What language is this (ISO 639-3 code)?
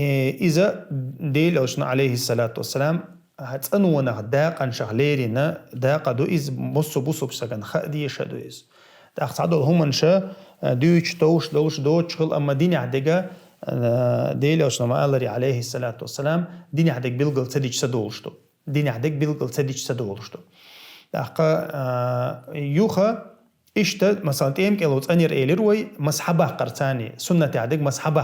che